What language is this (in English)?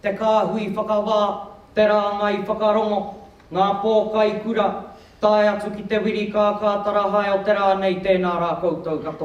Māori